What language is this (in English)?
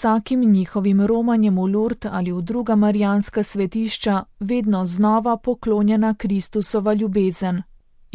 Slovenian